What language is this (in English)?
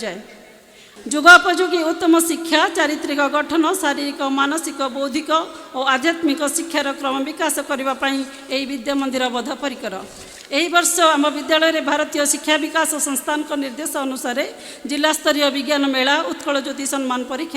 Odia